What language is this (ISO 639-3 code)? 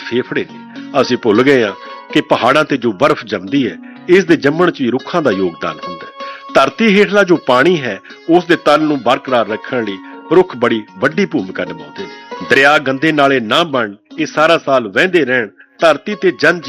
pan